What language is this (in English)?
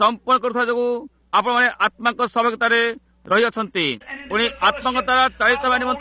Odia